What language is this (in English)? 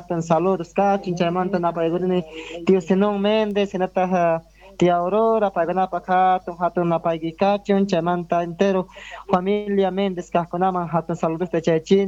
South Bolivian Quechua